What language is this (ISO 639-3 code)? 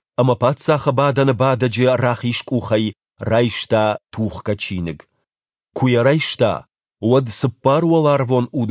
oss